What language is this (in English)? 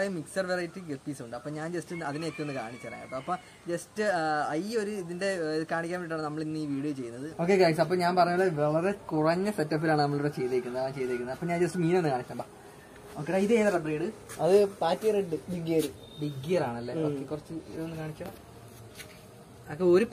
Malayalam